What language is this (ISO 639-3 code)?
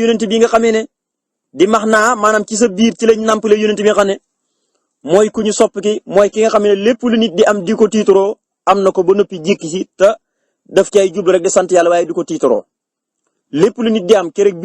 wol